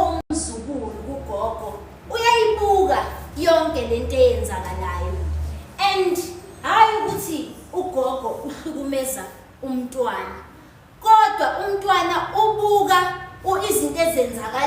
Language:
Zulu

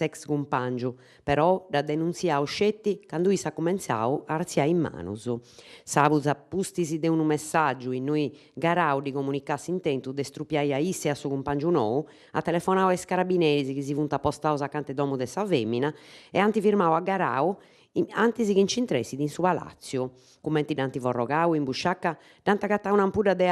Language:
Sardinian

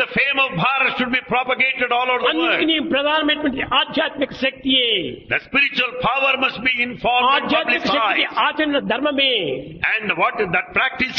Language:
Telugu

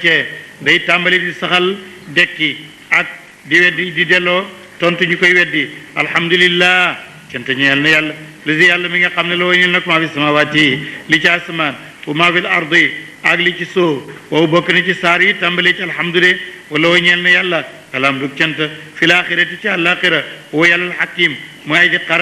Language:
Wolof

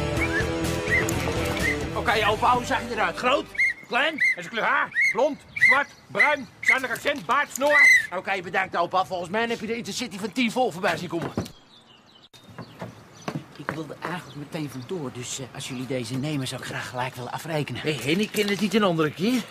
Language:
Dutch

